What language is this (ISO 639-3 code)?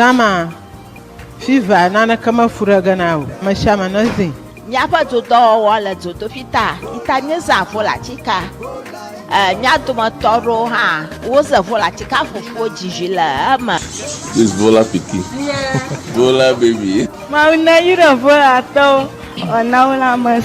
ewe